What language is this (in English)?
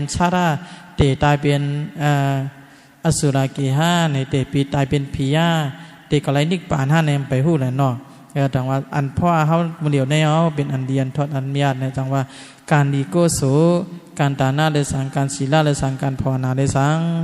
Shan